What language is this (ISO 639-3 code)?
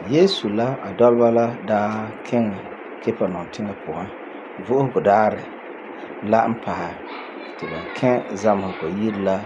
gur